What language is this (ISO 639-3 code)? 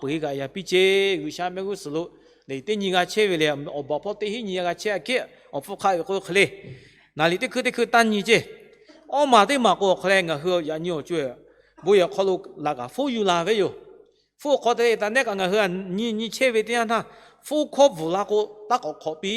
lhu